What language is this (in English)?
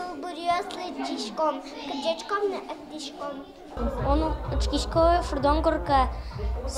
Udmurt